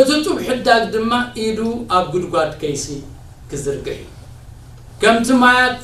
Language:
Tigrinya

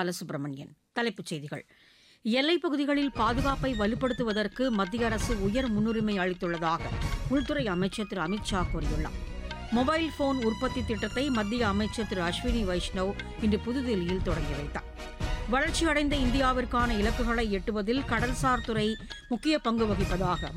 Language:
Tamil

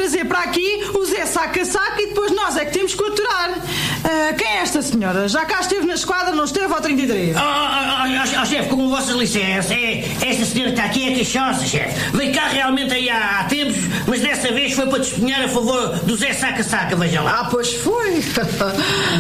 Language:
Portuguese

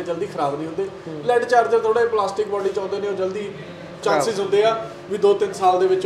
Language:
Punjabi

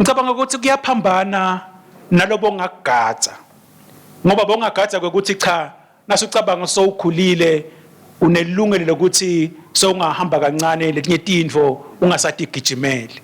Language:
Swati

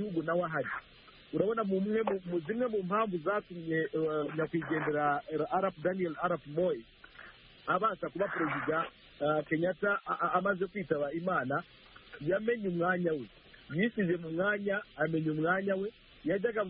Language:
Kinyarwanda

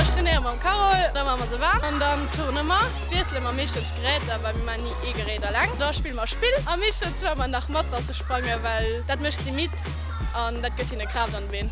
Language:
Luxembourgish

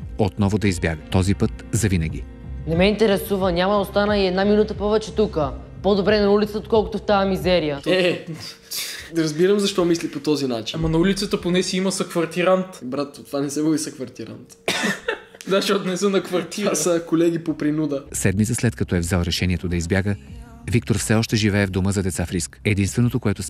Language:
Bulgarian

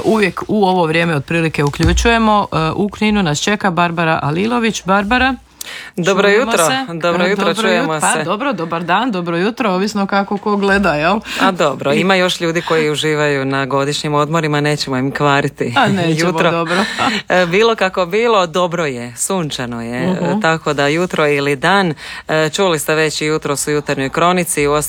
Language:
Croatian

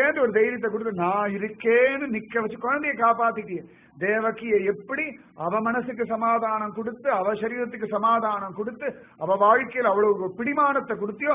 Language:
Tamil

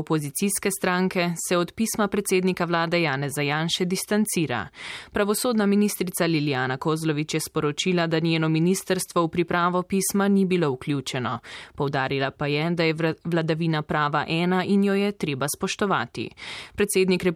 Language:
Slovenian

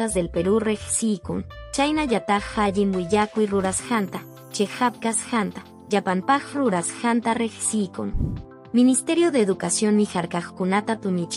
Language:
Quechua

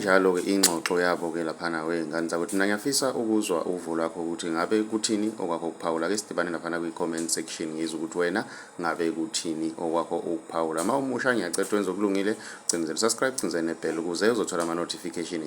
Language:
Zulu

